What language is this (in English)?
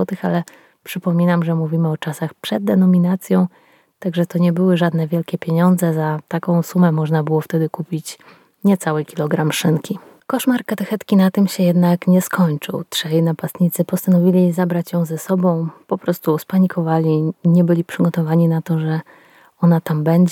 Polish